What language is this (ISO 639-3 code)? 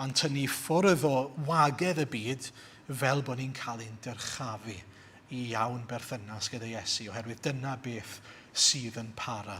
cym